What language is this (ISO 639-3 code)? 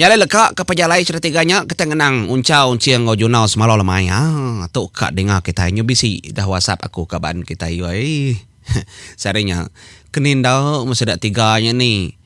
iba